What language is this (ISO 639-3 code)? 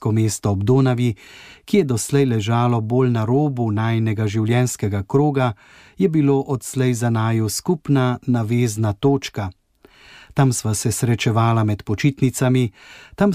slv